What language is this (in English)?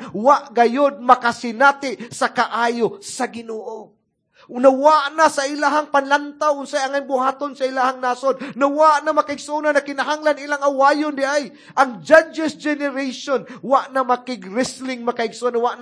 Cebuano